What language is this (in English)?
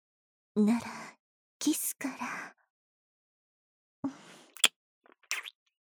Japanese